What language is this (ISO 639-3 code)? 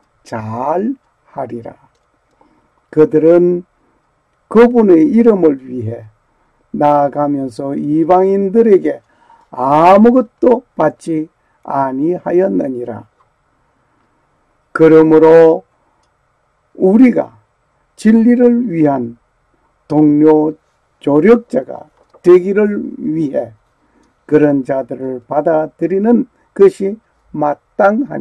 kor